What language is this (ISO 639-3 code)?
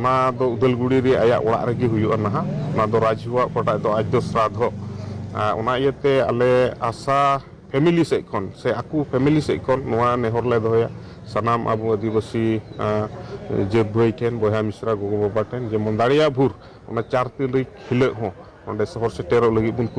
sat